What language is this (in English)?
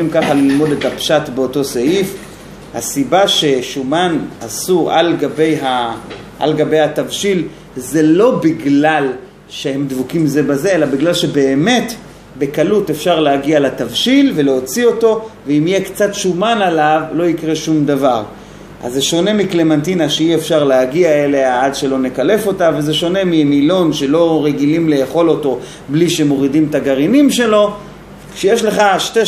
Hebrew